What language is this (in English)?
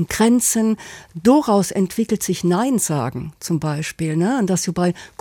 Luxembourgish